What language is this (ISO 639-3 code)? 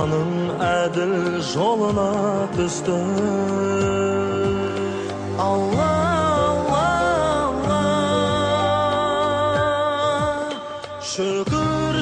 kaz